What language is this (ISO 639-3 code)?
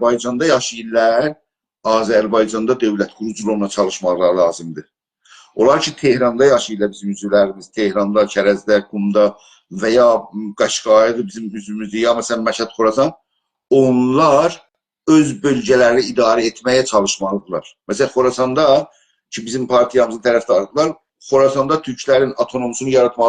azb